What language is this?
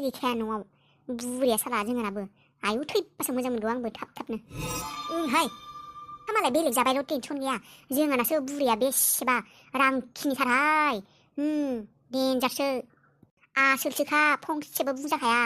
Bodo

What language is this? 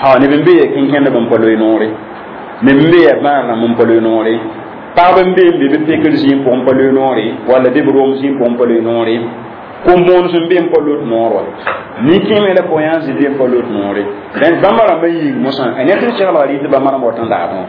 Mossi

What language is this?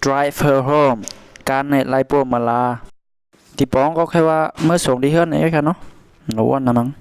Shan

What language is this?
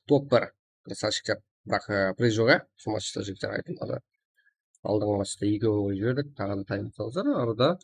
Kara-Kalpak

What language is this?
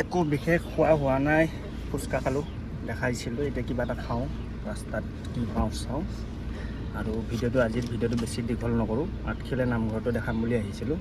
Assamese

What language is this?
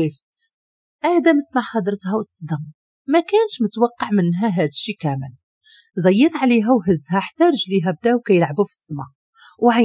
Moroccan Arabic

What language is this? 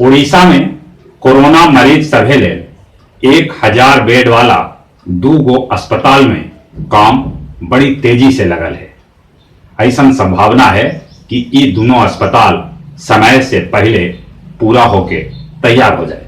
Magahi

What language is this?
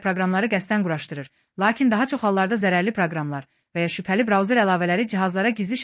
Azerbaijani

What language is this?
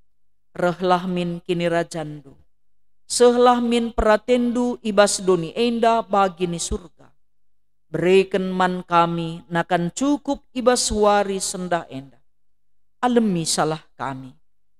Batak Karo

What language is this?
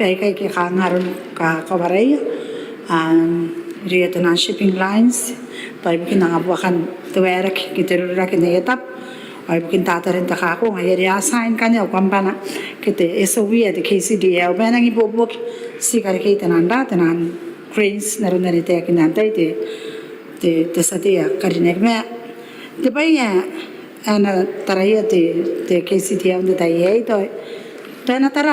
Gilbertese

